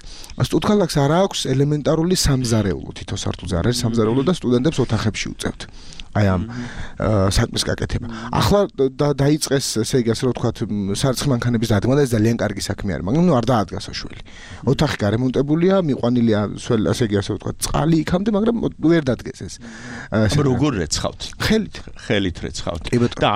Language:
Georgian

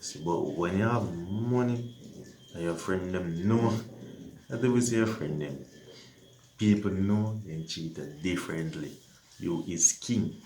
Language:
Jamaican Creole English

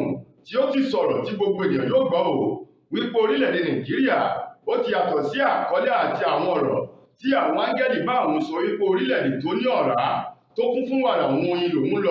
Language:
Yoruba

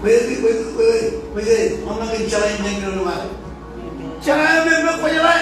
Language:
Marshallese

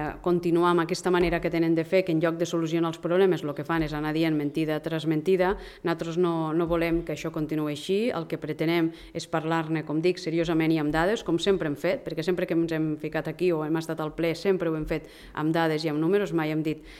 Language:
Catalan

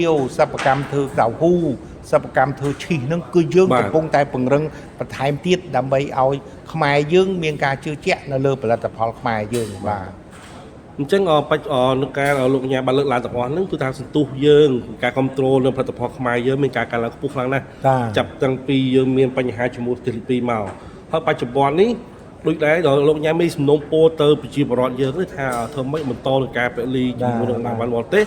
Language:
Khmer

